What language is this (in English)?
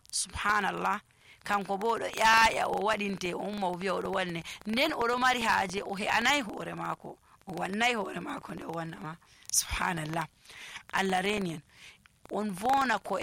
Nigerian Fulfulde